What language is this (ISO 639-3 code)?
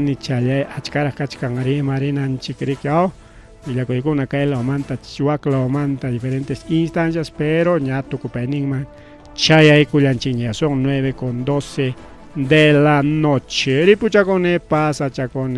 quy